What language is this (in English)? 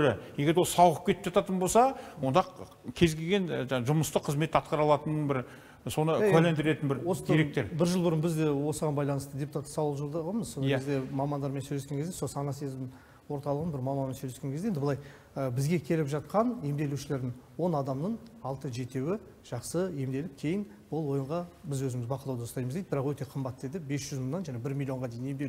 Kazakh